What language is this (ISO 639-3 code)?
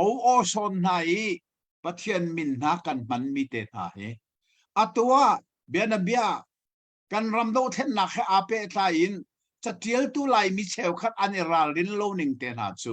cnh